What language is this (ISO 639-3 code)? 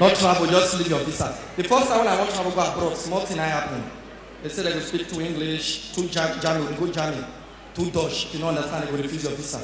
pcm